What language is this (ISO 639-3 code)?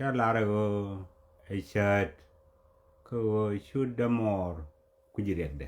nus